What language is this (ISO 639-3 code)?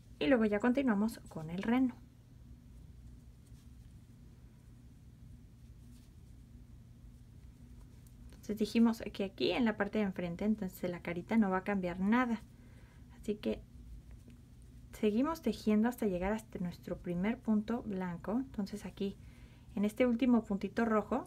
spa